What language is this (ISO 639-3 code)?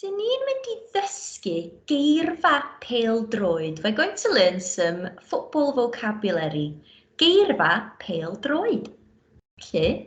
cym